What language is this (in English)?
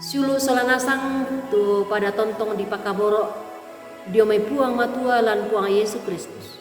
Toraja-Sa'dan